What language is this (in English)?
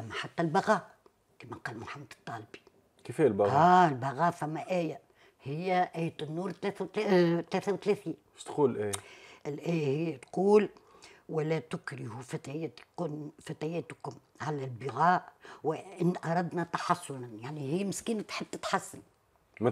Tunisian Arabic